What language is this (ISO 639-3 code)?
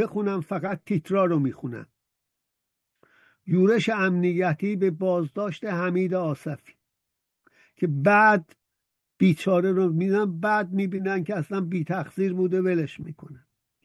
fas